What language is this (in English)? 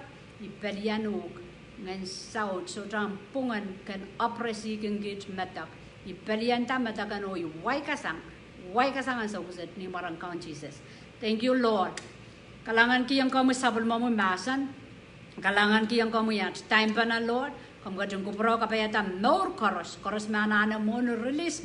Pohnpeian